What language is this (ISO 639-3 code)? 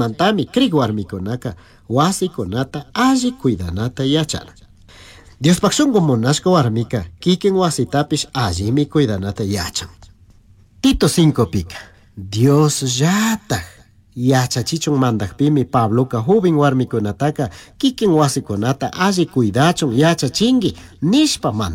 qug